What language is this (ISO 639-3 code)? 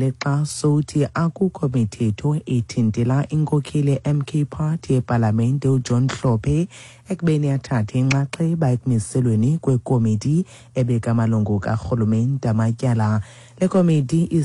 xho